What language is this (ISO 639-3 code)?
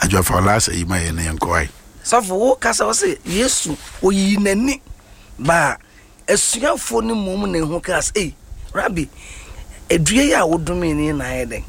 aka